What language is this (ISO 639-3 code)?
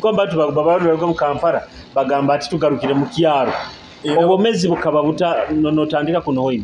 nyo